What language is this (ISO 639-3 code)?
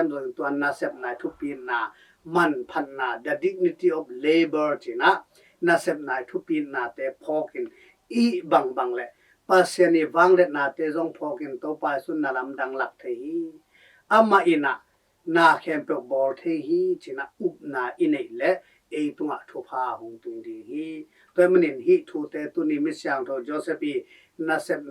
ctd